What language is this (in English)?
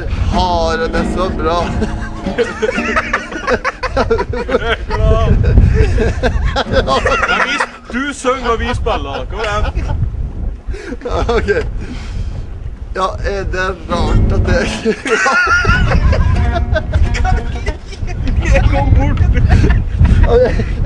Norwegian